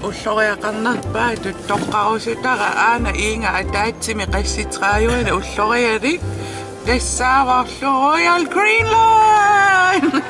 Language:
Kalaallisut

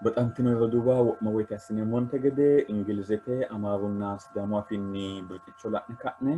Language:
Sidamo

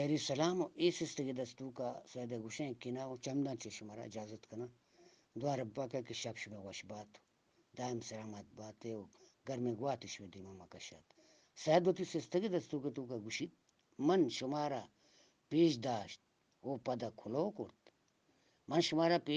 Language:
Eastern Balochi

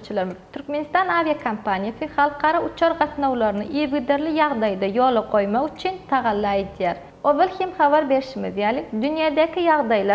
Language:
Turkmen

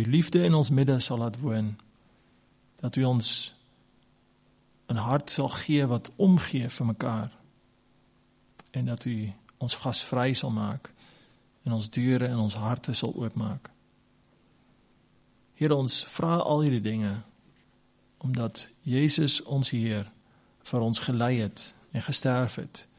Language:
Afrikaans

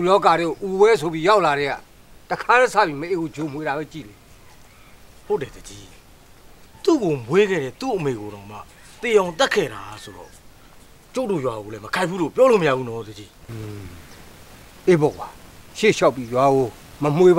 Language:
Burmese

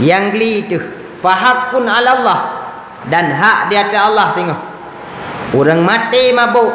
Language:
Achinese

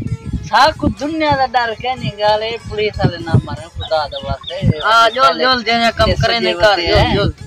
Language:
Saraiki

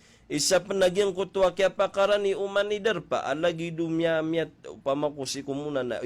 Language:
Maranao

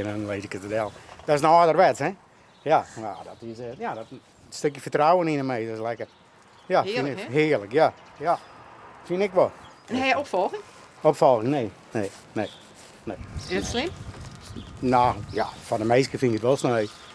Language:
Western Frisian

